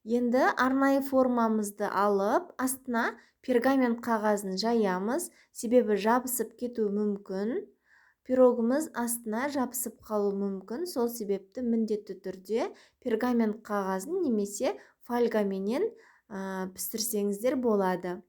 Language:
Kazakh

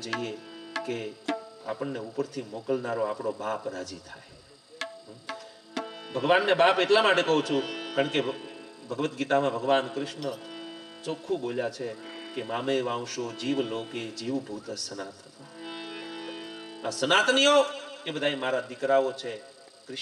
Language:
Gujarati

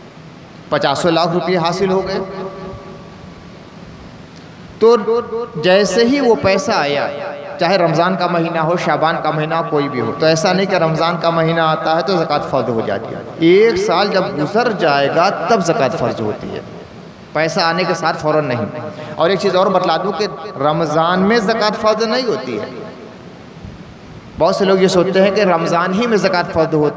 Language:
Urdu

